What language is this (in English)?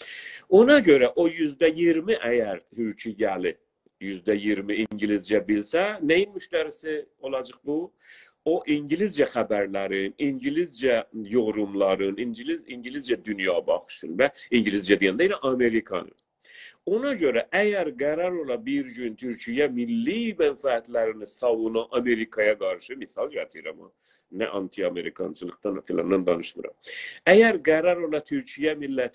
South Azerbaijani